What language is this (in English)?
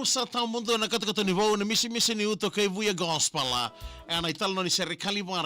Fijian